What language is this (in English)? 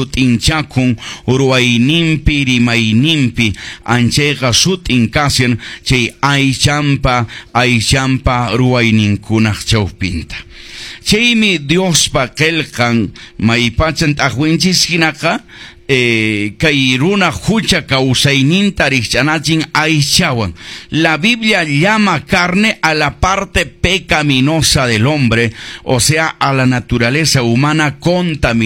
Quechua